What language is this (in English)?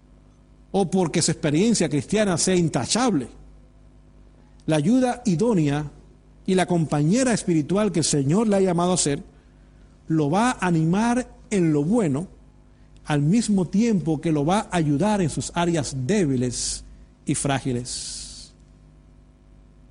Spanish